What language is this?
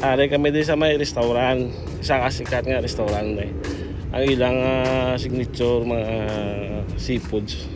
Hiligaynon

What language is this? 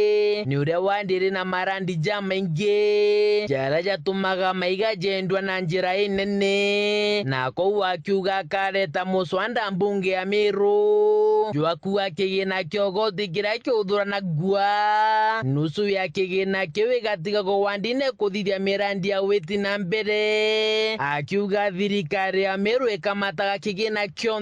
Meru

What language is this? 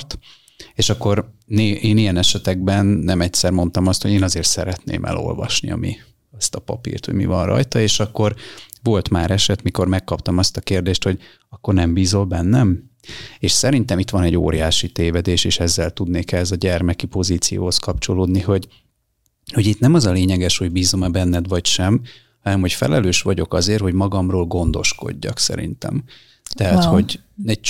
Hungarian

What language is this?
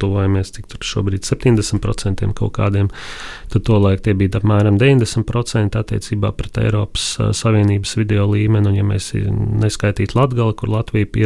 Latvian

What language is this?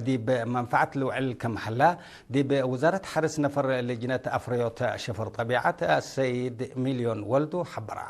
Tigre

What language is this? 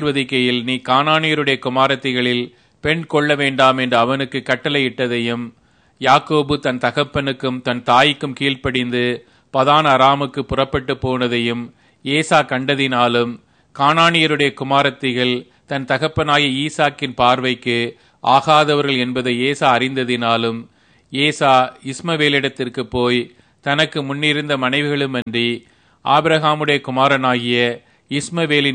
Tamil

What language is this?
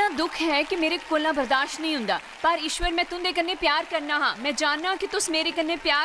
Dogri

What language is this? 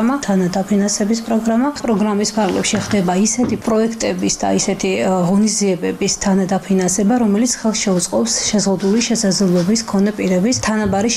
Georgian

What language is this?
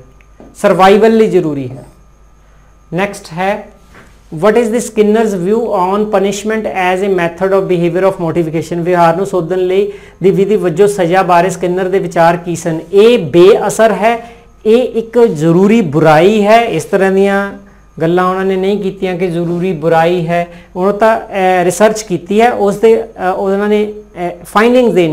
Punjabi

